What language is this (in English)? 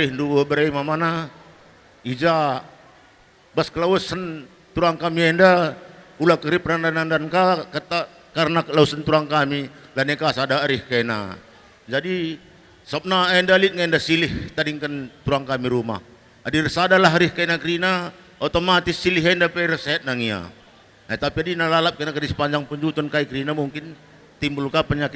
Batak Karo